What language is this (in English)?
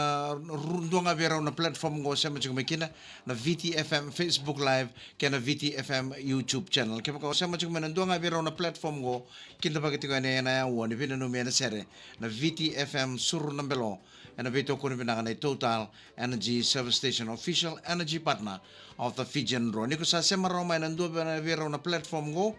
Fijian